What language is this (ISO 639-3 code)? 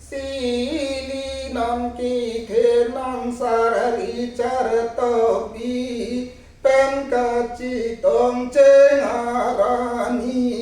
mjw